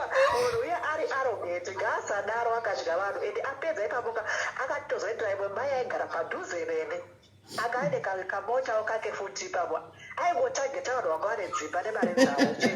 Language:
Shona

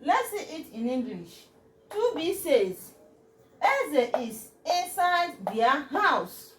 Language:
Igbo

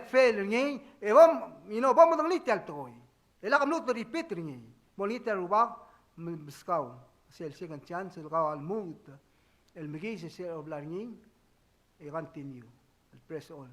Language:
Palauan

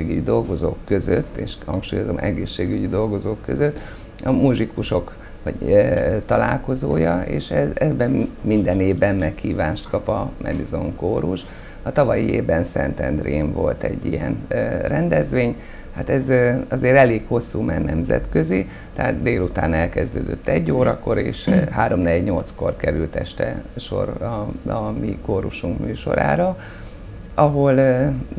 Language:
Hungarian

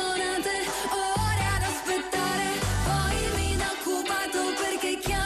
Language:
Italian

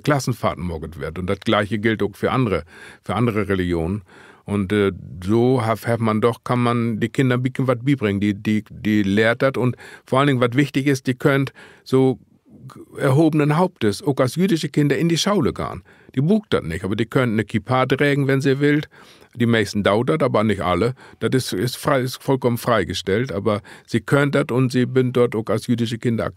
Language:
Low German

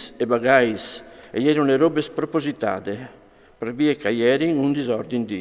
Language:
Friulian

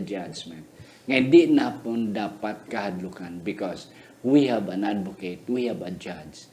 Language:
Hiligaynon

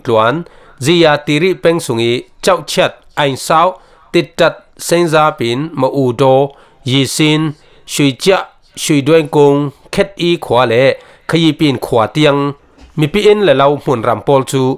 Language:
Falam Chin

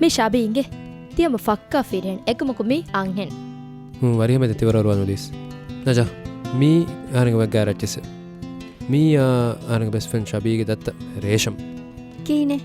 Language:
Divehi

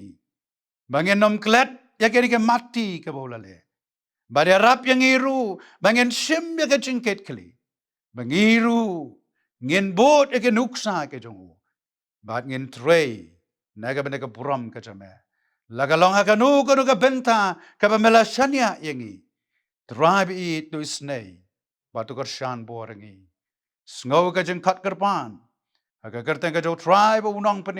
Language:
Khasi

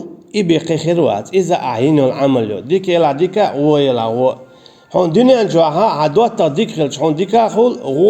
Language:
Chechen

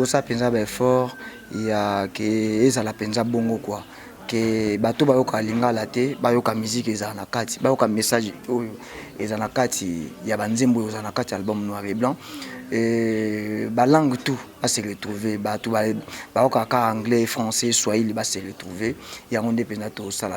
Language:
Lingala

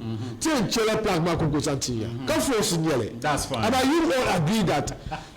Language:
Dagbani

